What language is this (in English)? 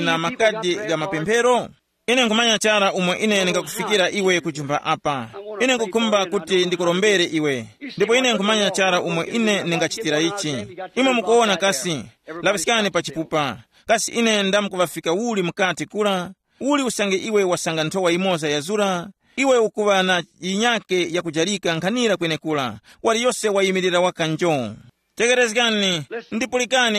Tumbuka